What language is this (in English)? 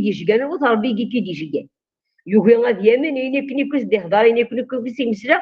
Kabyle